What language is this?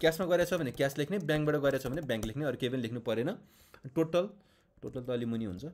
Nepali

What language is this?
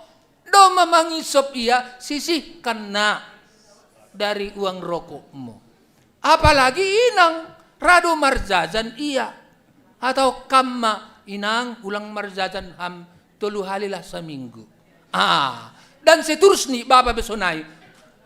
Batak Simalungun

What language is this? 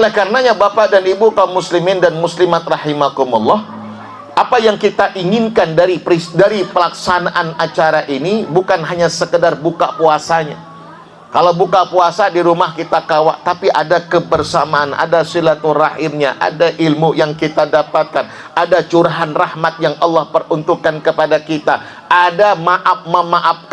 Banjar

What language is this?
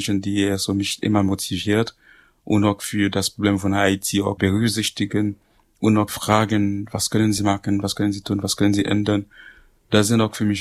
German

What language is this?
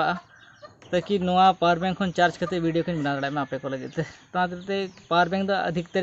Santali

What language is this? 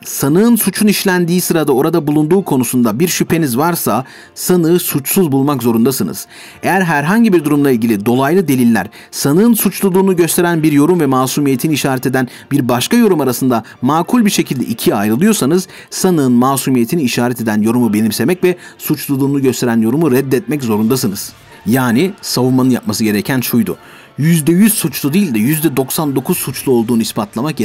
Turkish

